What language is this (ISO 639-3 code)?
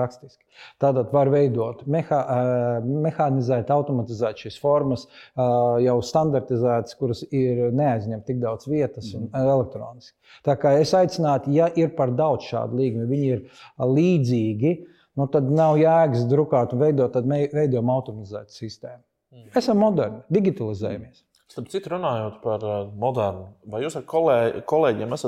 lav